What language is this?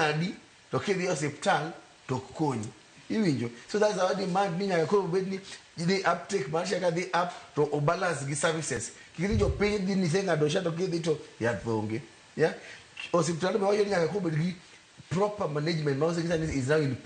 Luo (Kenya and Tanzania)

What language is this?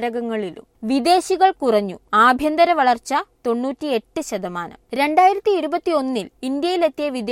Malayalam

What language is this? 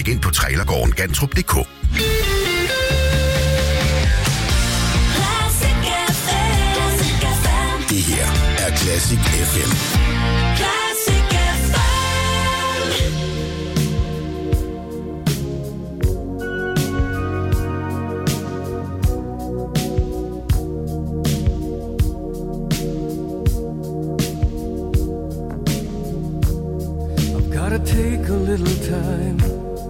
Danish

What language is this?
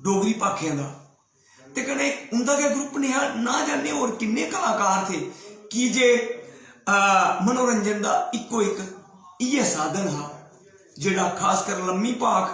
Dogri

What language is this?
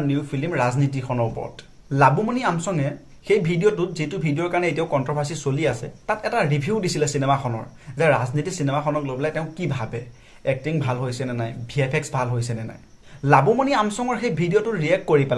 Assamese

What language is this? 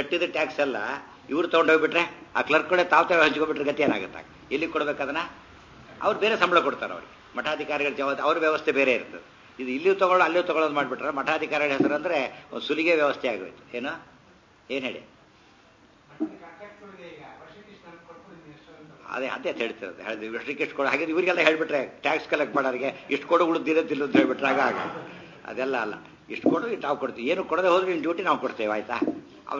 Kannada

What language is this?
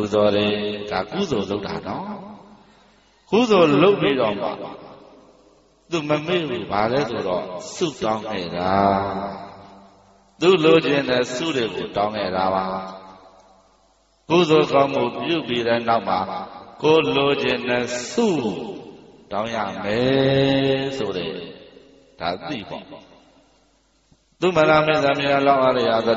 Burmese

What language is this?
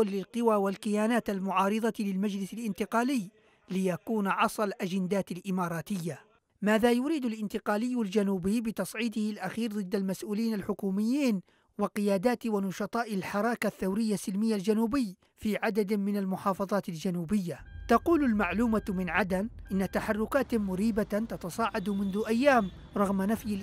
Arabic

